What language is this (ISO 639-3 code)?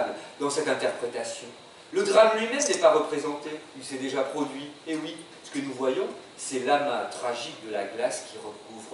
fra